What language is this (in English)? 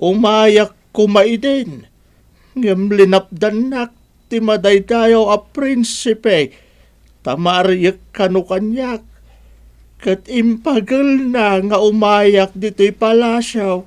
Iloko